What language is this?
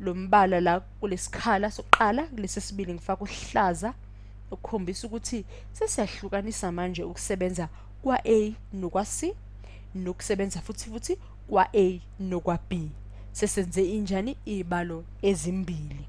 Zulu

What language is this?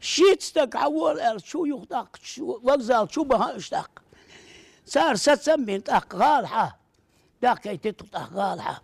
Chechen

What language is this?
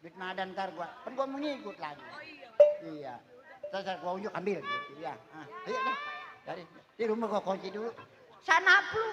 Betawi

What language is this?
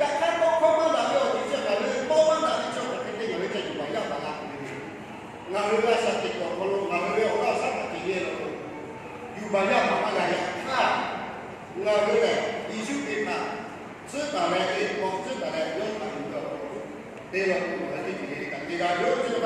Lahu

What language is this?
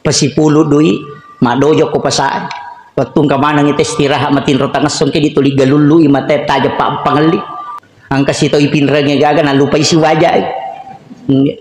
Buginese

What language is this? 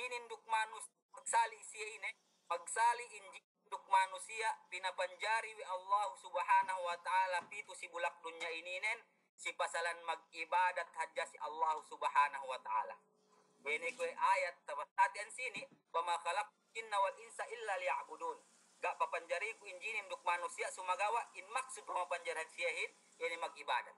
Yakan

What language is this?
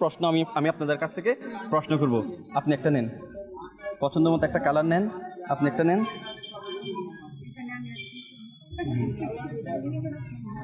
Bangla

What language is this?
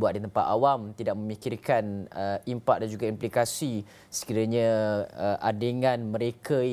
Malay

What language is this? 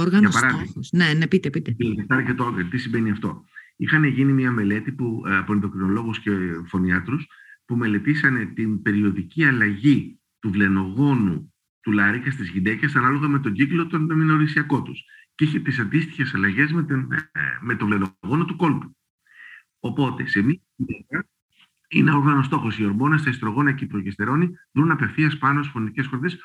Greek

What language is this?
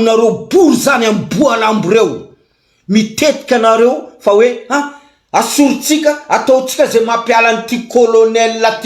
Malagasy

